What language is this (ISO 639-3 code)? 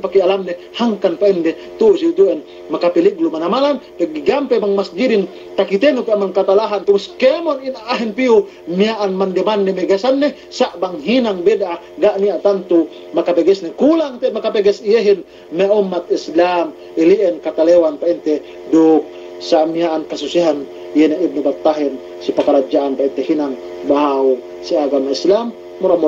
yka